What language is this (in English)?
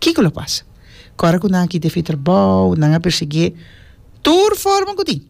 Papiamento